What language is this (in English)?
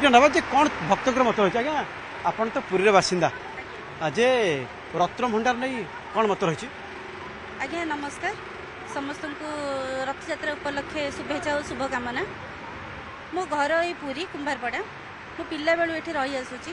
Odia